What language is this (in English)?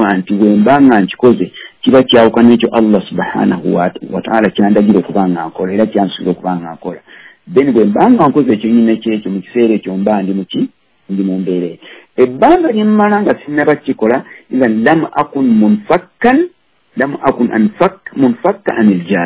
Ganda